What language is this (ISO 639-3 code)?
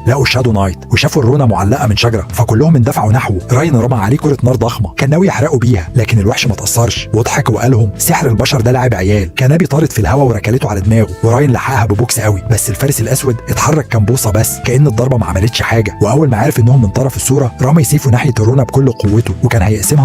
arz